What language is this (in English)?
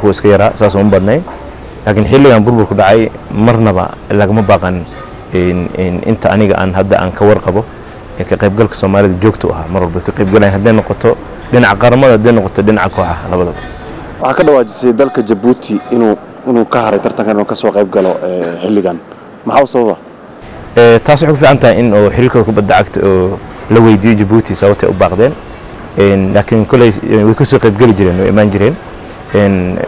Somali